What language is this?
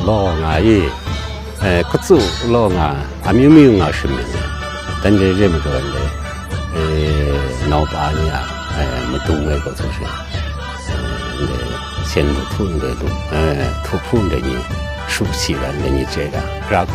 Kachin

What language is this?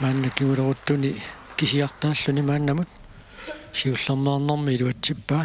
Kalaallisut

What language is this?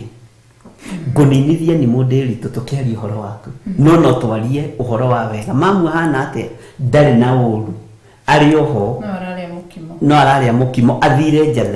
Kikuyu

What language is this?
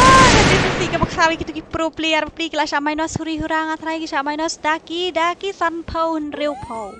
Khasi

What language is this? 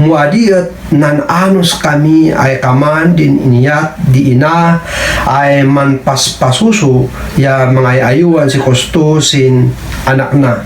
Kankanaey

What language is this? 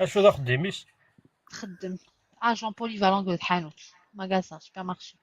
Kabyle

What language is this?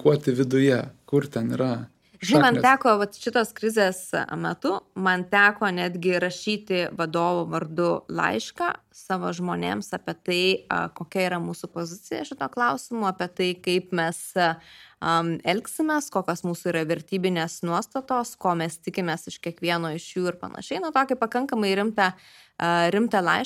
Lithuanian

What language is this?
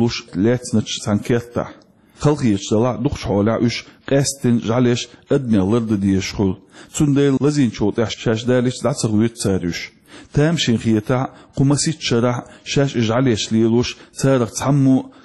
Chechen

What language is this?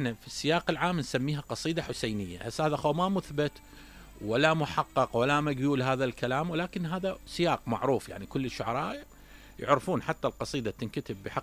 Mesopotamian Arabic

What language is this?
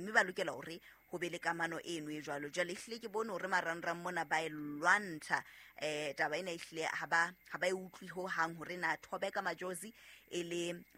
Southern Sotho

